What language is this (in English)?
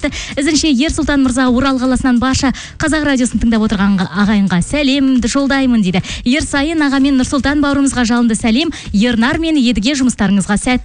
Kazakh